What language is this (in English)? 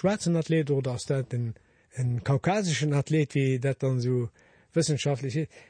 Luxembourgish